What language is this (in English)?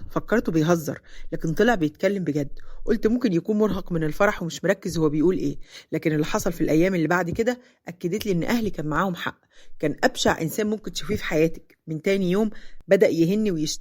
Egyptian Arabic